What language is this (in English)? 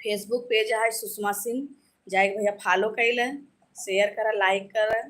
Awadhi